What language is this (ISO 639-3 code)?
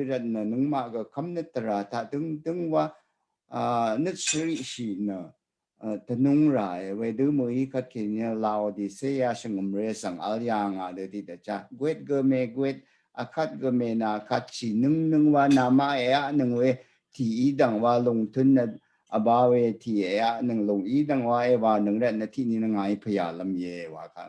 raw